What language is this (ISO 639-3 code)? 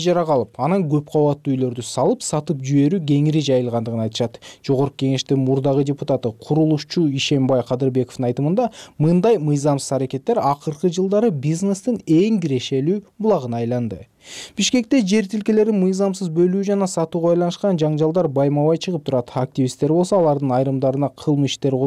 kir